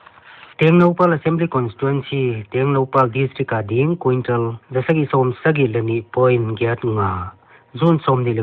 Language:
Paite Chin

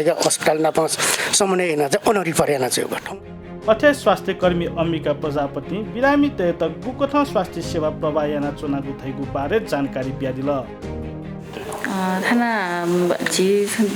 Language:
Newari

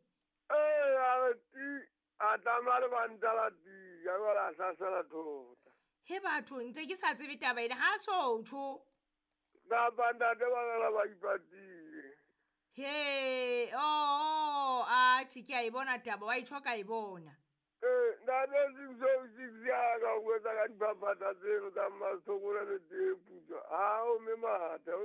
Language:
Southern Sotho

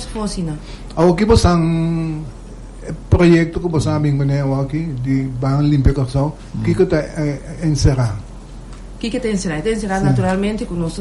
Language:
Papiamento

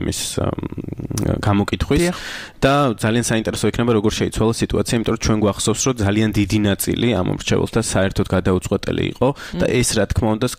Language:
Georgian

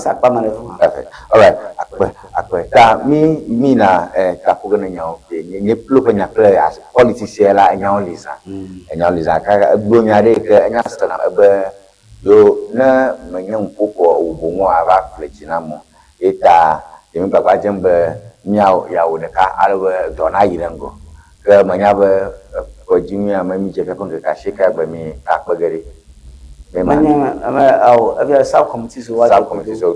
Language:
Ewe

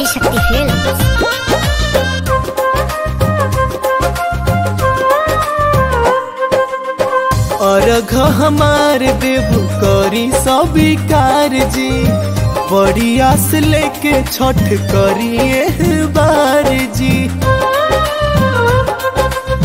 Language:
Bhojpuri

